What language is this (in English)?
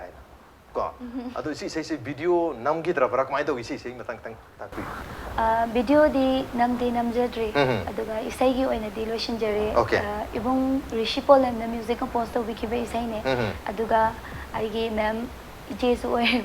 Manipuri